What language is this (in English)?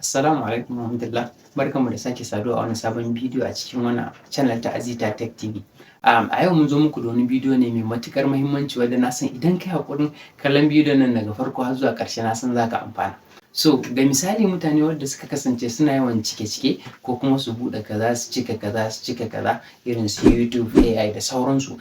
Hausa